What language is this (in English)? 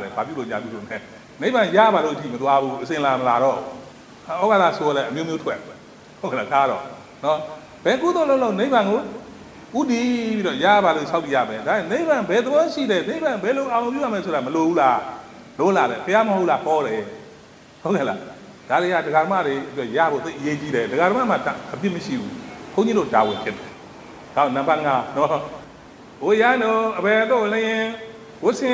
Burmese